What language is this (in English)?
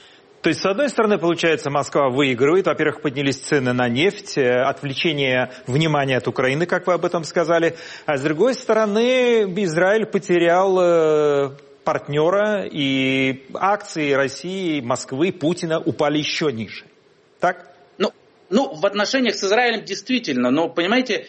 Russian